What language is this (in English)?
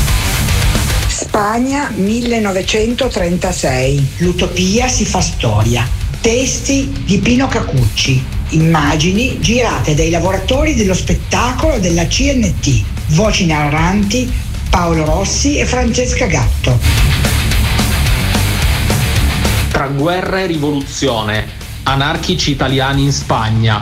Italian